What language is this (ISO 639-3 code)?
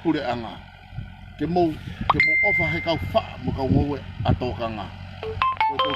ton